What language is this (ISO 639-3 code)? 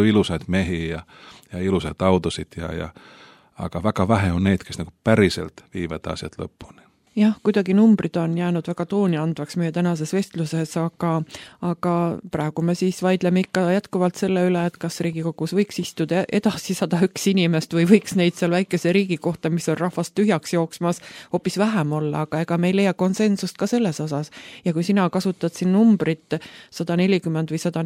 est